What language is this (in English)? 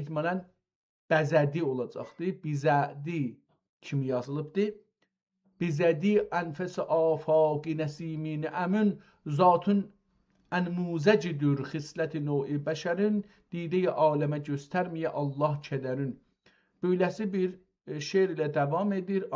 South Azerbaijani